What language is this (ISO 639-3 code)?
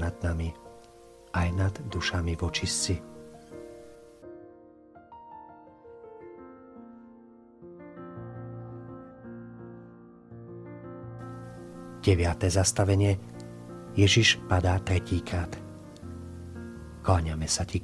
slk